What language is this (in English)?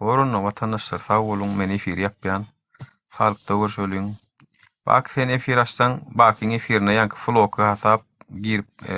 Turkmen